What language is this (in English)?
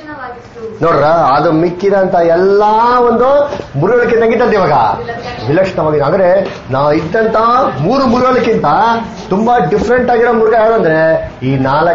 Kannada